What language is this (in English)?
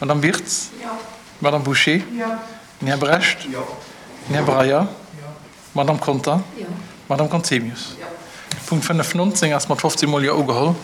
Luxembourgish